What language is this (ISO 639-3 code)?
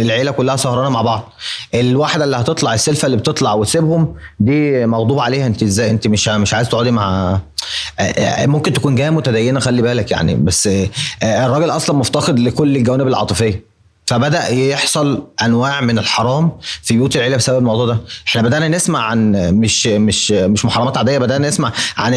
arz